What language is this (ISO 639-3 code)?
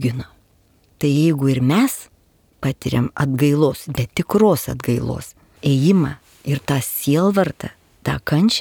lit